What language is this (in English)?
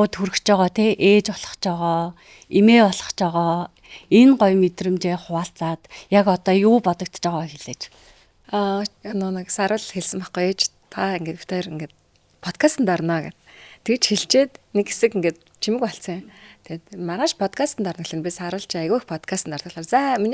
Mongolian